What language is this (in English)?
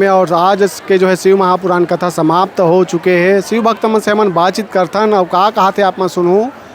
Chhattisgarhi